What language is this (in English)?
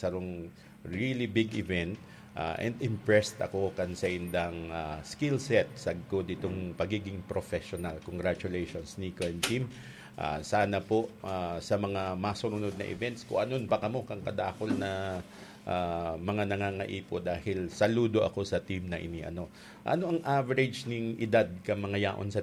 Bikol